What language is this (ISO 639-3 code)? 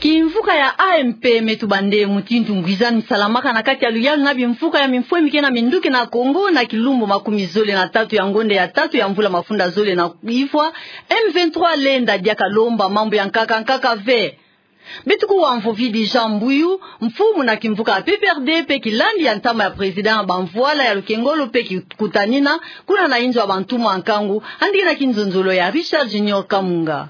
ktu